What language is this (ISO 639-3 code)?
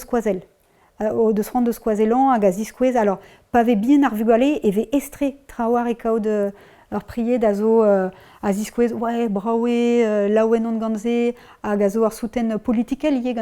bre